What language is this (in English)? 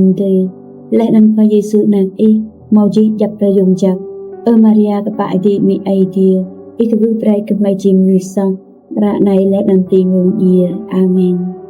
Rade